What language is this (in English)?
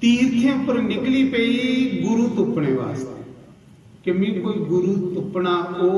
Dogri